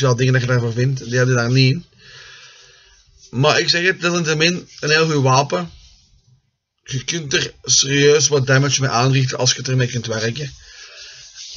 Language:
Dutch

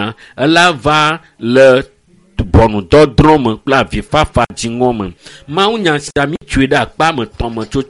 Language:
Ewe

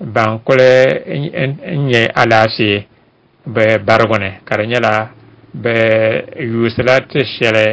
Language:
Dagbani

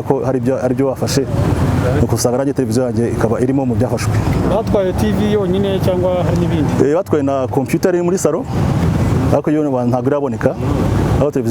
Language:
Kinyarwanda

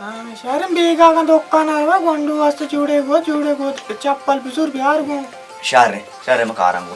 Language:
Baluchi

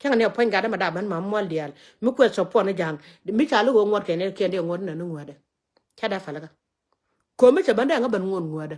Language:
Nuer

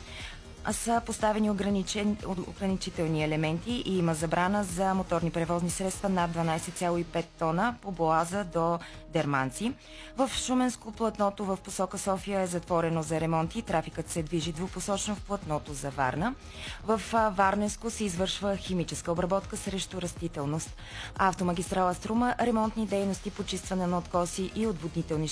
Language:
Bulgarian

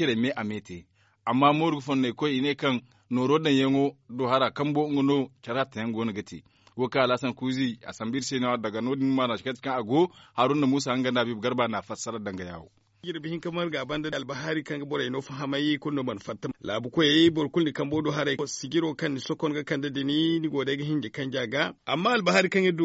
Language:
Zarma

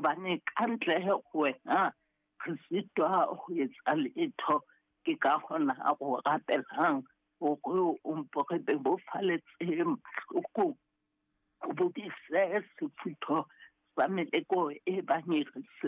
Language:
Southern Sotho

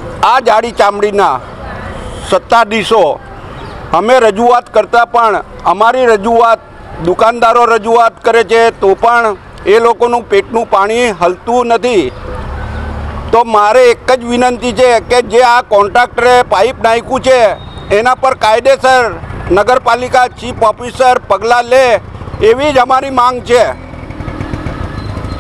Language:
Gujarati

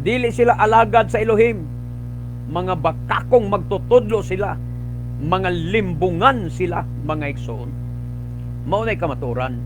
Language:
Cebuano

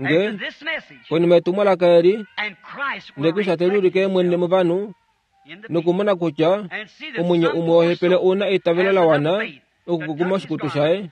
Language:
Kuanyama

